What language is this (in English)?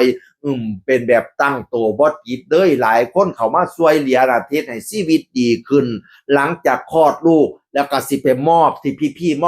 Northeastern Thai